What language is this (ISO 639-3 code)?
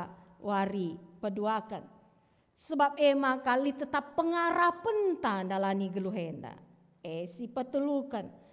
btx